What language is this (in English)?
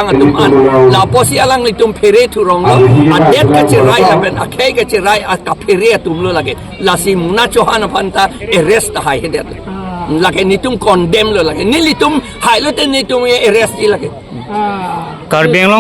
Karbi